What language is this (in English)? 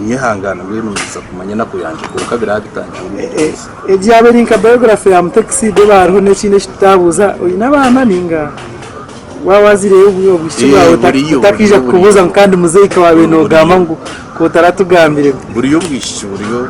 Nyankole